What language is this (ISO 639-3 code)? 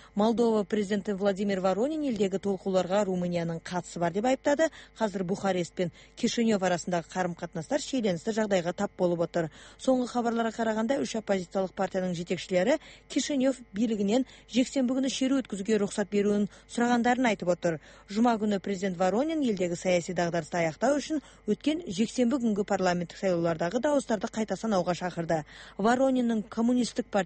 kaz